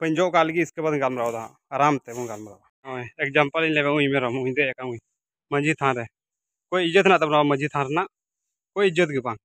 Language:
Santali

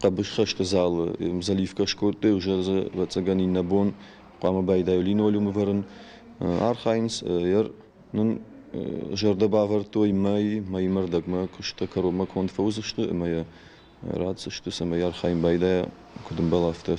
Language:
Ossetic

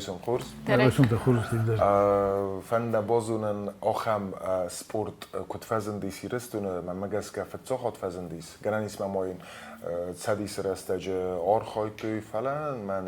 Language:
Ossetic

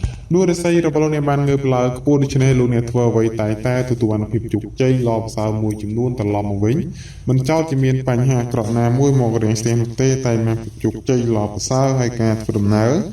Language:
Khmer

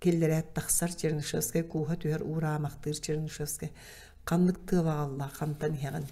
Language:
Yakut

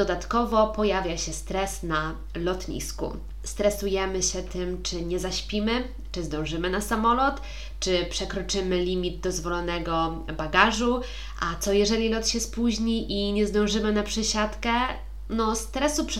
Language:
Polish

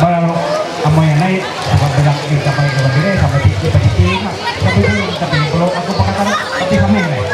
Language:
Ma'anyan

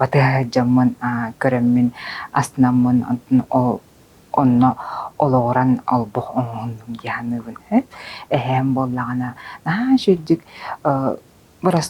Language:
Yakut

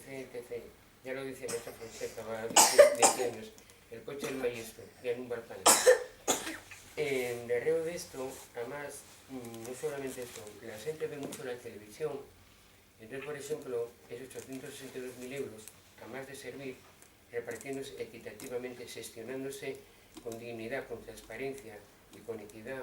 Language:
Asturian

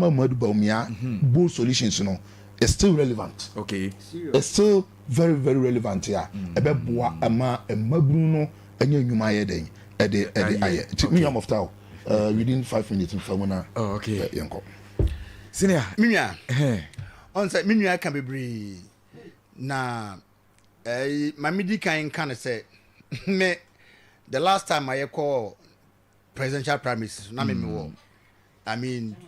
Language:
Akan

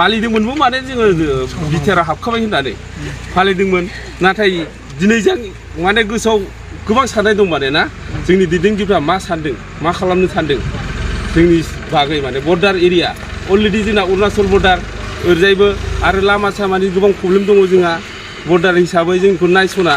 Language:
Bodo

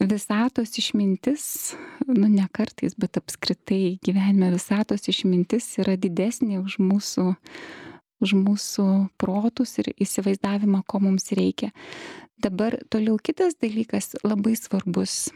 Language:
Lithuanian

